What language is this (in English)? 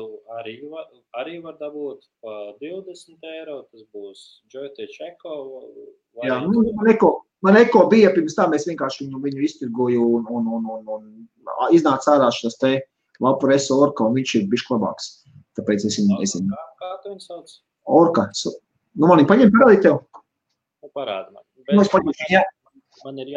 Latvian